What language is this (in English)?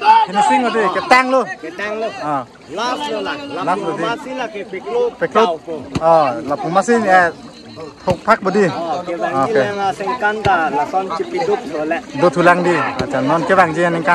Karbi